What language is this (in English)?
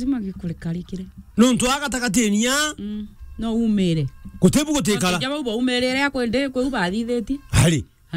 Meru